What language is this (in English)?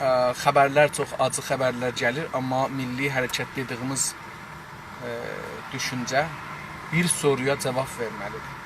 South Azerbaijani